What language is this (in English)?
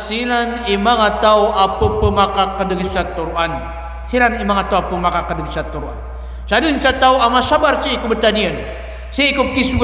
Maranao